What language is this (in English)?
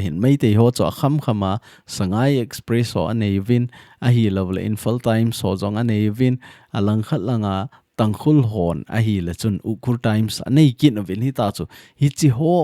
Thado Chin